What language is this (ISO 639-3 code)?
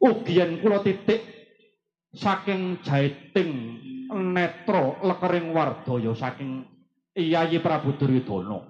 jav